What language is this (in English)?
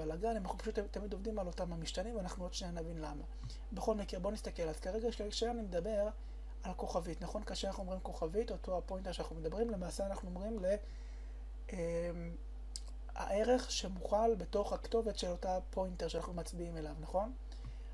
Hebrew